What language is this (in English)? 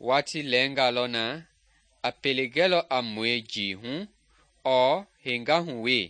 Mende